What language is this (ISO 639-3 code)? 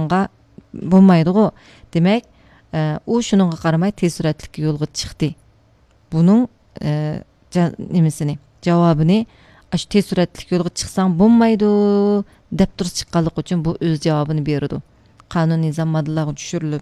uig